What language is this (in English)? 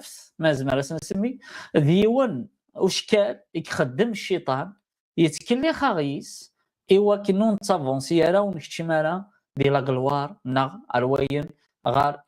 Kabyle